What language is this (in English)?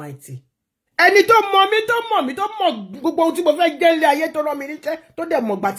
Yoruba